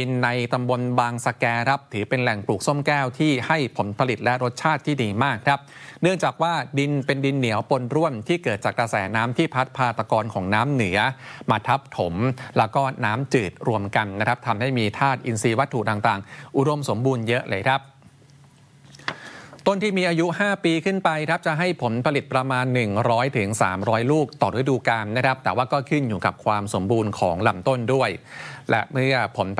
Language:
Thai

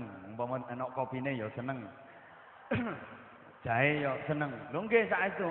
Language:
Javanese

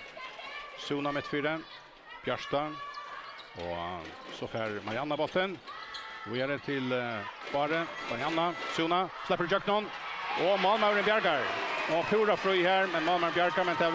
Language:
Faroese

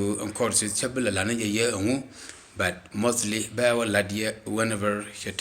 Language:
Nuer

